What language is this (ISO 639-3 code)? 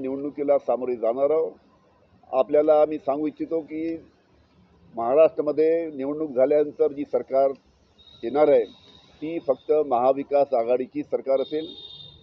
mar